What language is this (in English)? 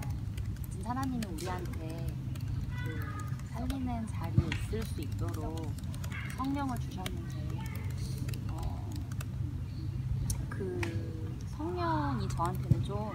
Korean